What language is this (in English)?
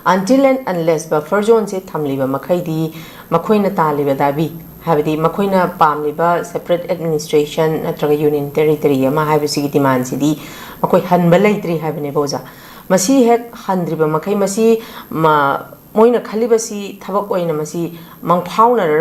Manipuri